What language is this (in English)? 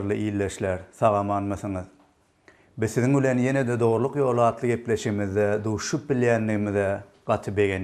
Turkmen